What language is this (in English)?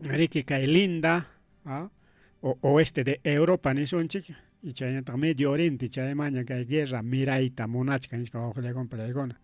Ayacucho Quechua